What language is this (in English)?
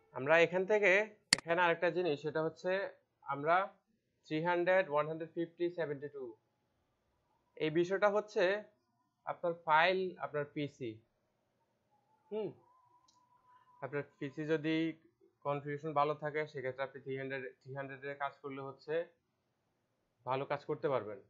Bangla